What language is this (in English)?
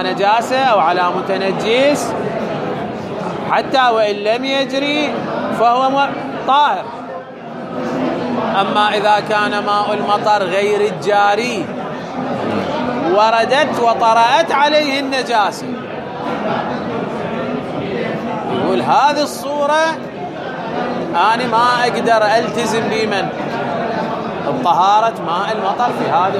Arabic